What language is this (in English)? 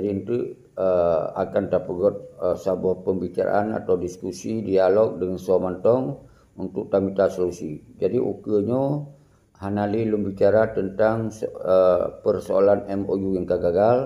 Achinese